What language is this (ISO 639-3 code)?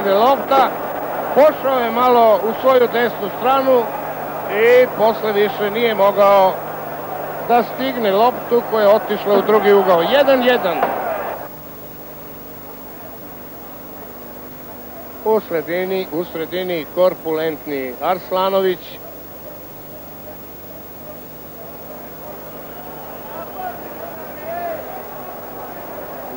srp